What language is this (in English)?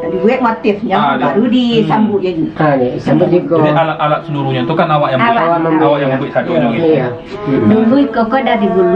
Minangkabau